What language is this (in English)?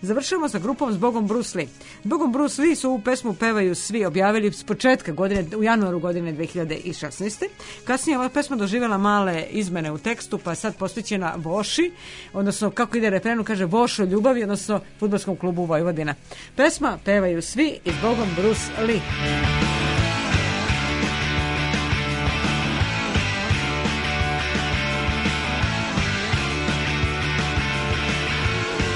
Serbian